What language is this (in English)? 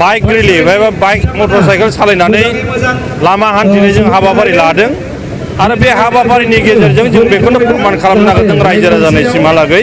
Bodo